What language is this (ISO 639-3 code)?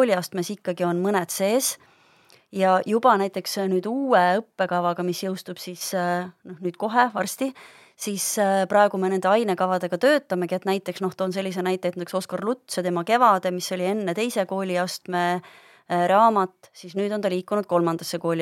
est